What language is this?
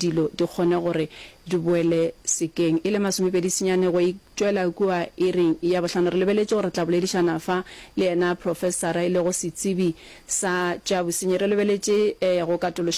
Northern Sotho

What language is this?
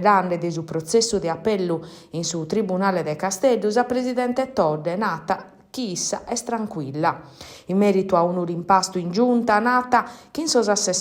Sardinian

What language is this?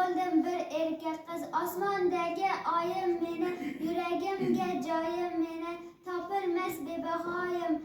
Uzbek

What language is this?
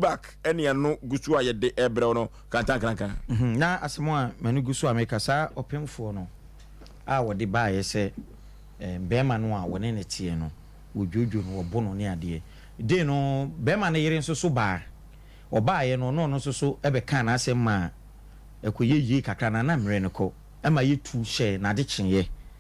Akan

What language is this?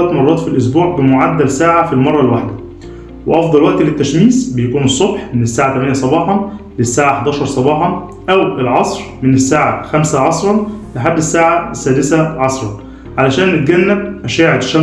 Egyptian Arabic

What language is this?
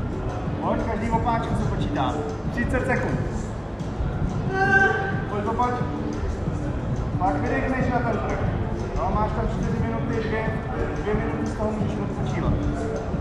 Czech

